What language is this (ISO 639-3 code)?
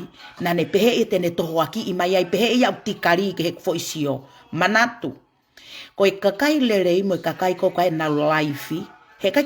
ton